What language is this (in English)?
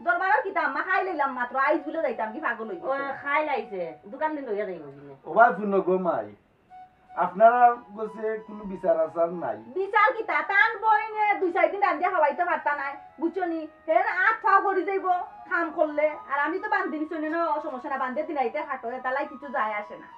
Sylheti